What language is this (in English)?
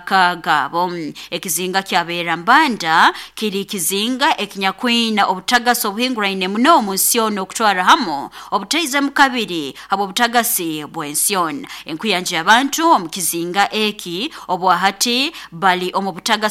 Nyoro